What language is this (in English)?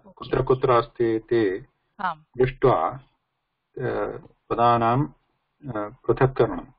Sanskrit